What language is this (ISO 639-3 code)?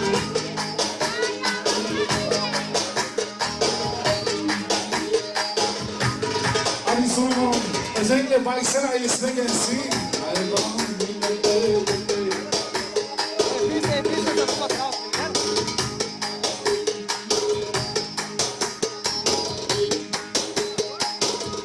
tur